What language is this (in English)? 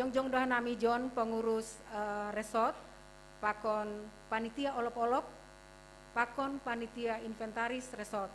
Batak Simalungun